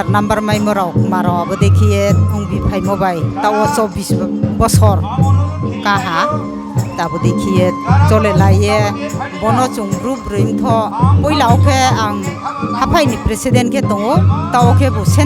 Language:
Riang (India)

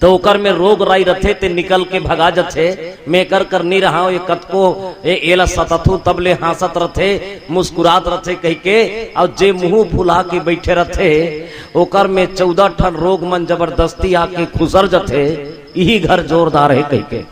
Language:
Chhattisgarhi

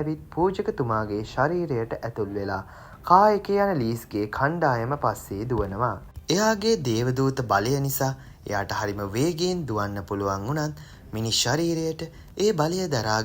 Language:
Sinhala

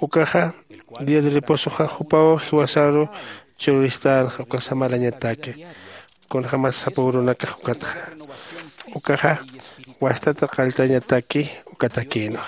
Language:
Aymara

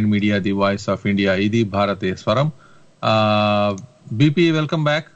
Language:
Telugu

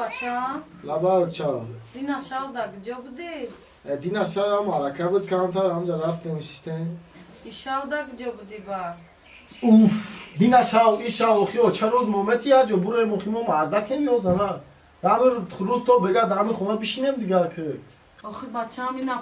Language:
Tajik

